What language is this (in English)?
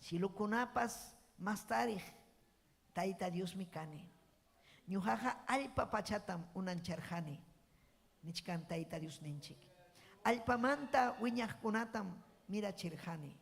Ayacucho Quechua